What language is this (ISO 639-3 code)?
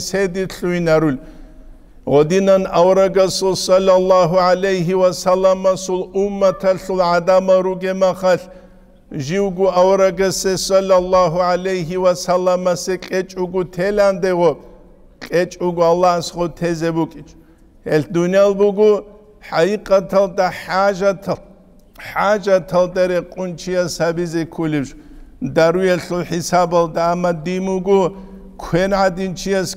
ava